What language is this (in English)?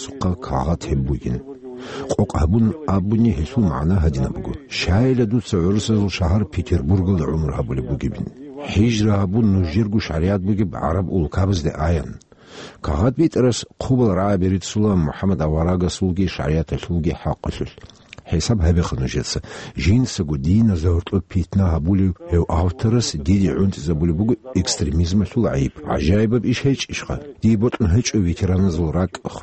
Avaric